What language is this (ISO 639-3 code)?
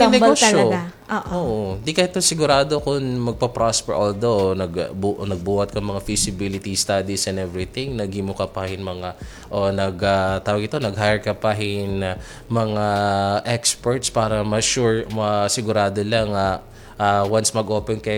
war